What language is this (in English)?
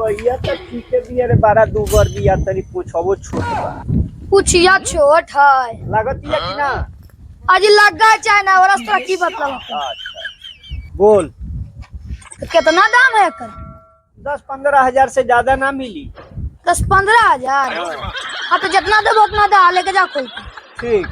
Magahi